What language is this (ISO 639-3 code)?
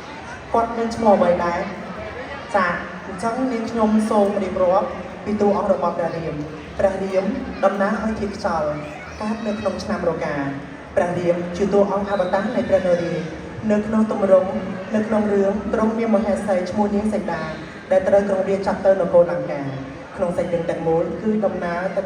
khm